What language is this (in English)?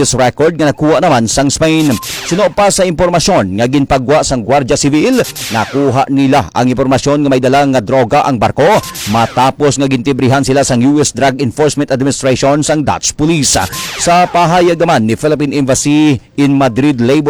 Hiligaynon